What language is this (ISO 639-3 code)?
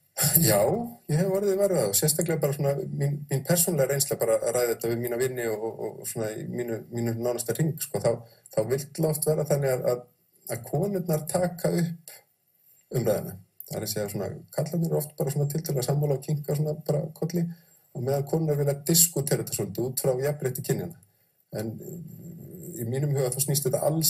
isl